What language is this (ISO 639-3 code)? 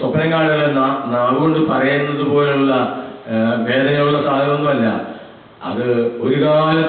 mal